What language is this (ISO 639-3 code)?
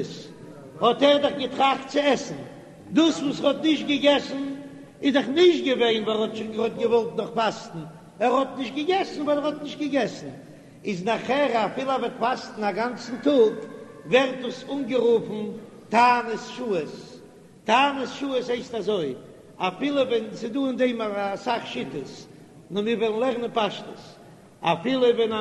yid